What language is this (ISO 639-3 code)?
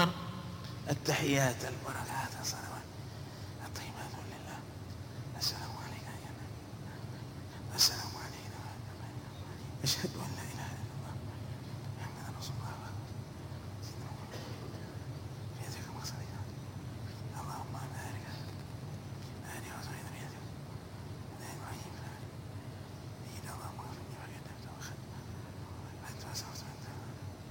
ara